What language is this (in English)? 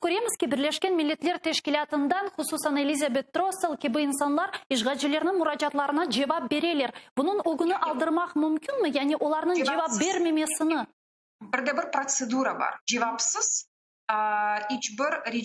Crimean Tatar